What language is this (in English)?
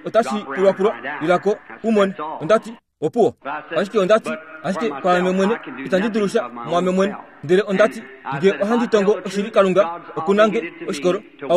Kuanyama